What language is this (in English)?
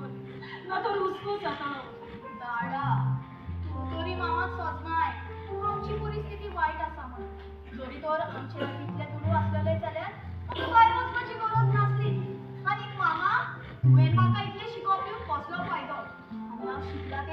Konkani